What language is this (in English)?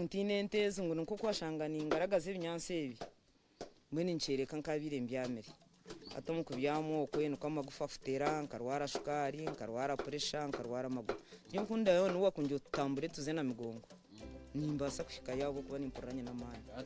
Nyankole